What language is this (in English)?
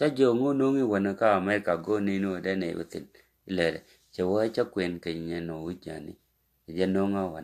Nuer